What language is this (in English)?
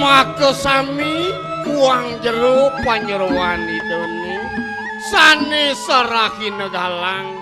Balinese